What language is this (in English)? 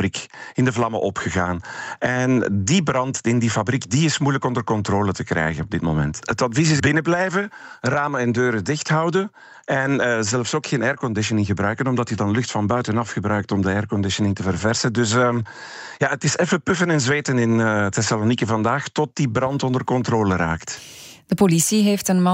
Dutch